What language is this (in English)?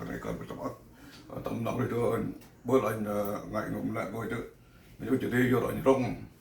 Central Mnong